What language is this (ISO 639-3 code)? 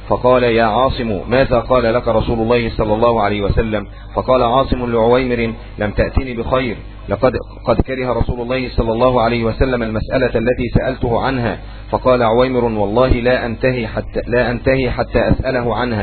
ara